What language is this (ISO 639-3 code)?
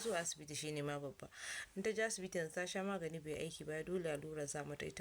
hau